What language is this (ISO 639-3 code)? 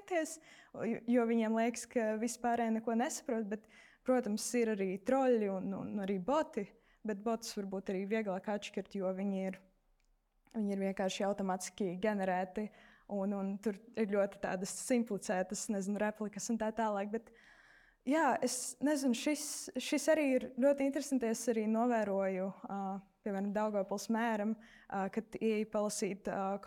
lav